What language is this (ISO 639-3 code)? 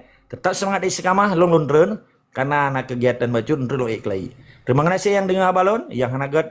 ace